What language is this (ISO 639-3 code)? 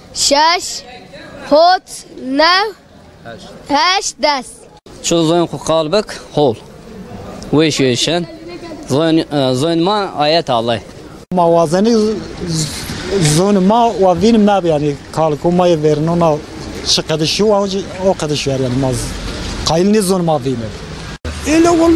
zza